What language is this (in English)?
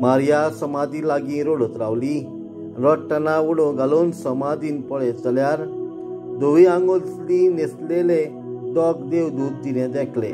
Konkani